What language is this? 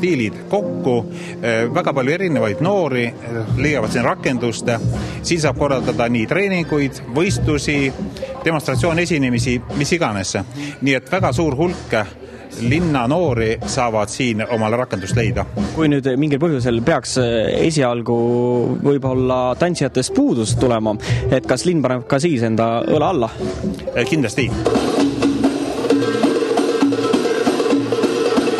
Estonian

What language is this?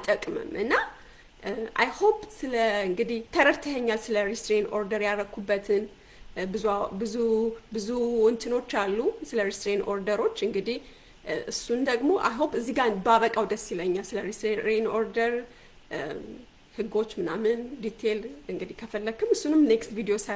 Amharic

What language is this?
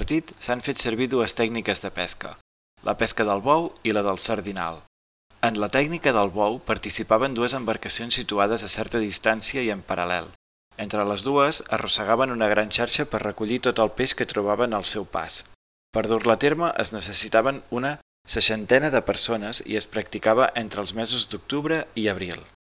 Catalan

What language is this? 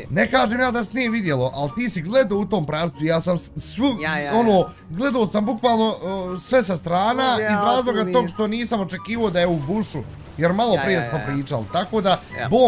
Bosnian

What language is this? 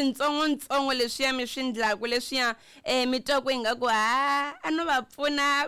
Tsonga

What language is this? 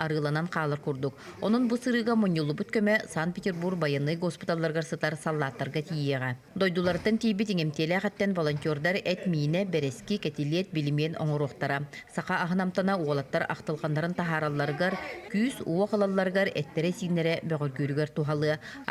Yakut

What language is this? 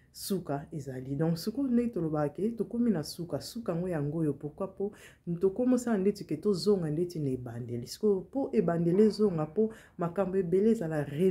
Lingala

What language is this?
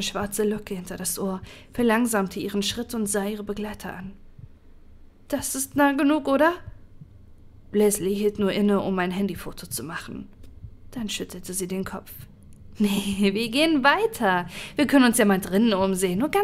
German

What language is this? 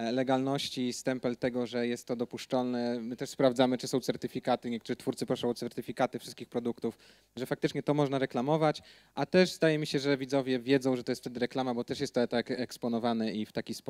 Polish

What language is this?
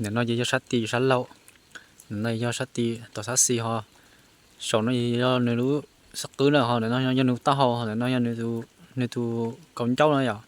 Hmong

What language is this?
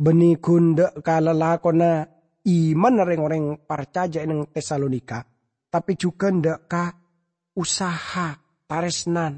Madurese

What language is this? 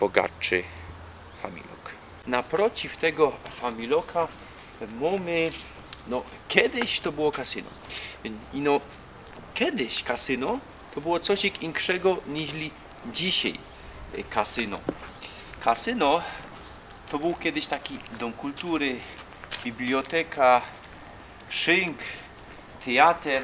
Silesian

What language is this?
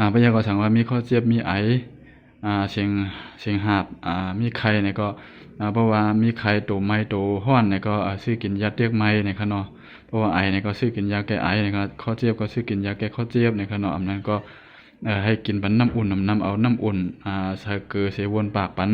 Shan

